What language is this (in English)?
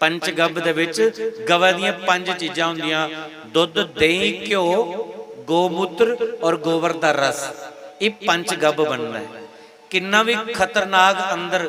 Dogri